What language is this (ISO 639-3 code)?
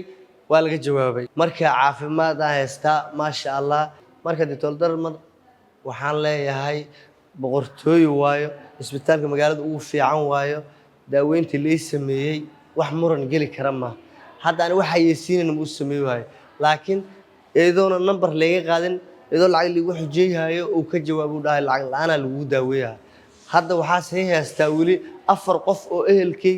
som